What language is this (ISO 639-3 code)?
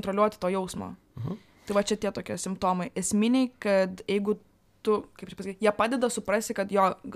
lit